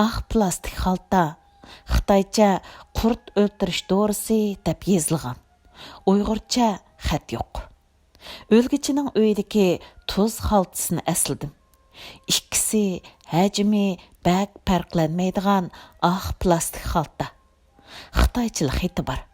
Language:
Uyghur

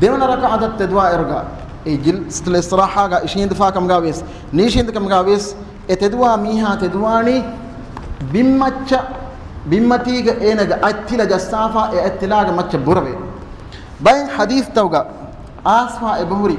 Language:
Divehi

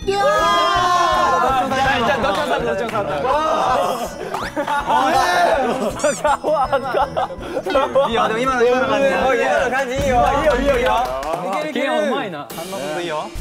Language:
Japanese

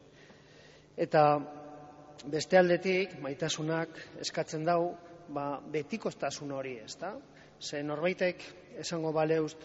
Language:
Basque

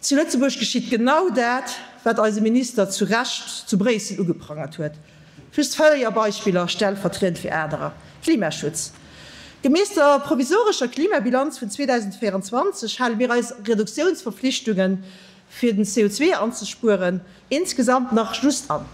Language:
Luxembourgish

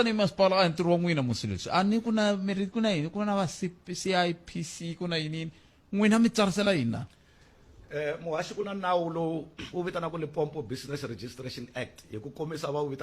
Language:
Tsonga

